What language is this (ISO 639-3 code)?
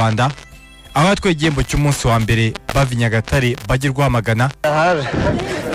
kin